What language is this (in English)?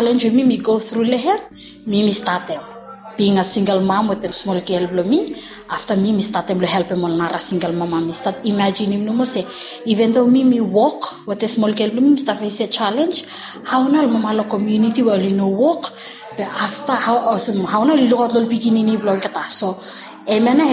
Bislama